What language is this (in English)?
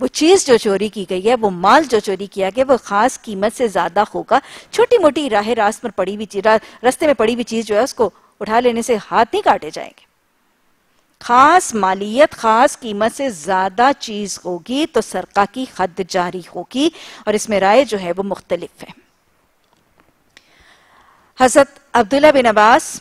Urdu